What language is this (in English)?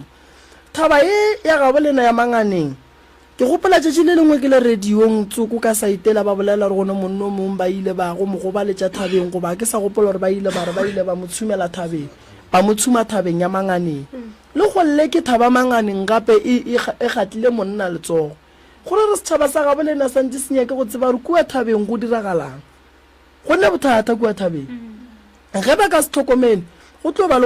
Northern Sotho